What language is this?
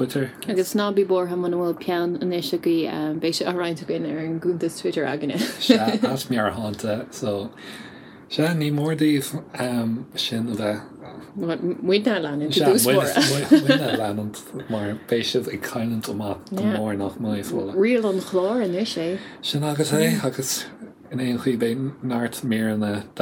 Irish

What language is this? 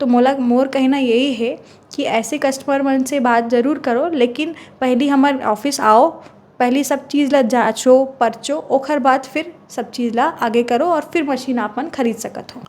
Chhattisgarhi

